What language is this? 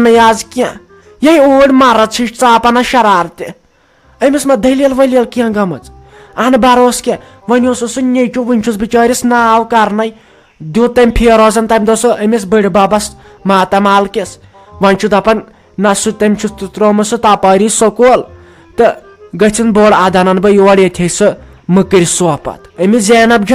Kashmiri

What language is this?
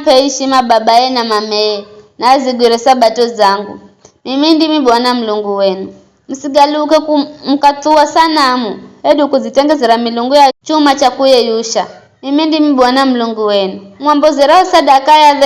Giryama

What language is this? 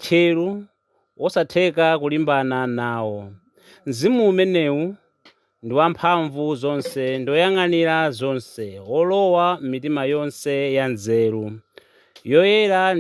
Nyanja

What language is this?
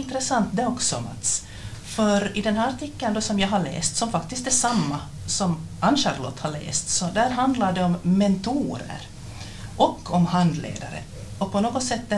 Swedish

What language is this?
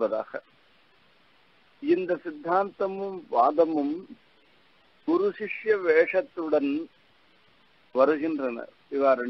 Tamil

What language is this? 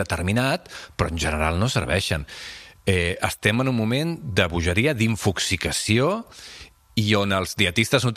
Catalan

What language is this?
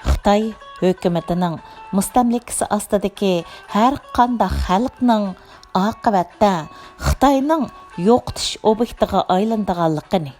Uyghur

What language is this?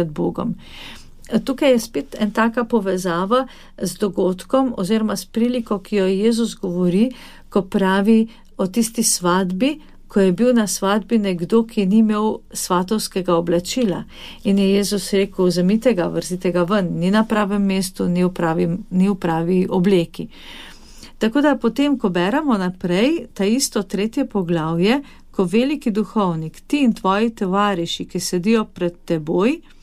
Slovenian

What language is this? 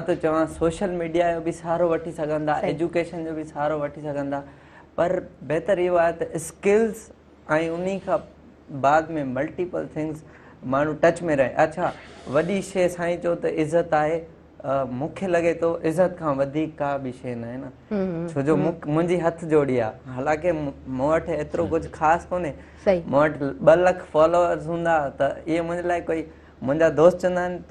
Sindhi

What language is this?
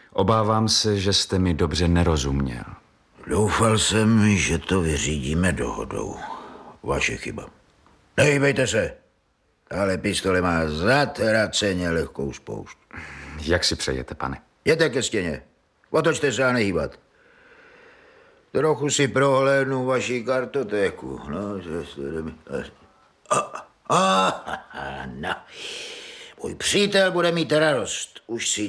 Czech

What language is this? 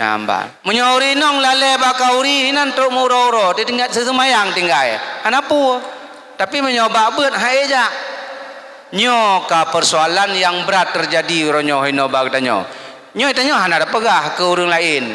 Achinese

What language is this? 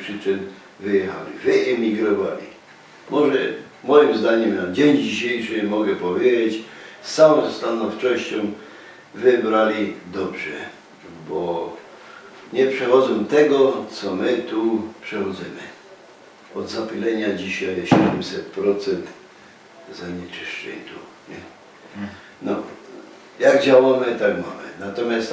Silesian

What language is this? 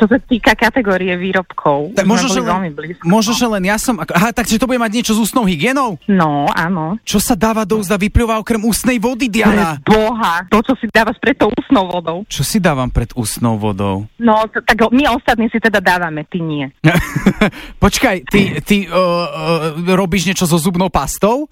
Slovak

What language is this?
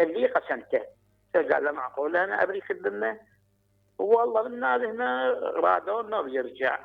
Mesopotamian Arabic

